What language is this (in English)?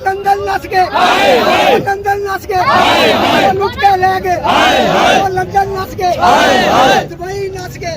Pahari-Potwari